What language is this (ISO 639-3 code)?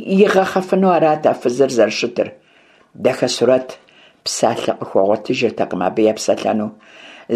kbd